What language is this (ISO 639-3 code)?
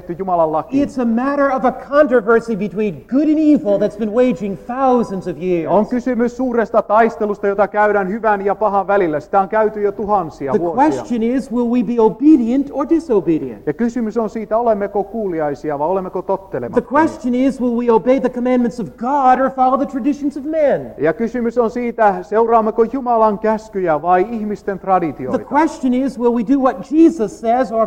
fin